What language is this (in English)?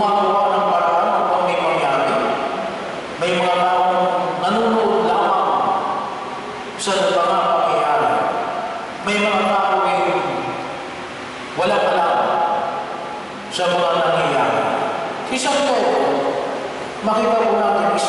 Filipino